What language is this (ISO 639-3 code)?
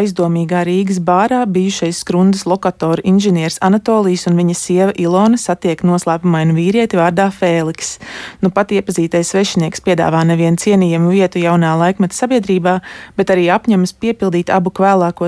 lav